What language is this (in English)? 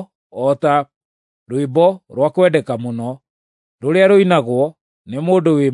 Kikuyu